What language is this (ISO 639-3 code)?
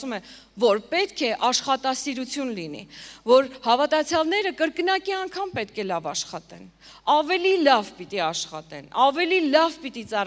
hye